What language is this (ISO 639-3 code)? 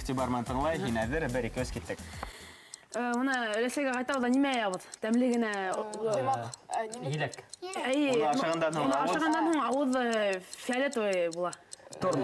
bak